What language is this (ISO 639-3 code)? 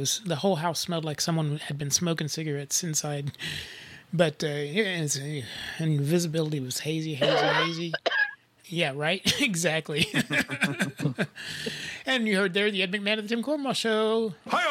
eng